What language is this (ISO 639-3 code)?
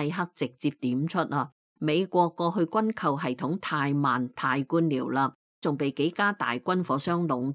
yue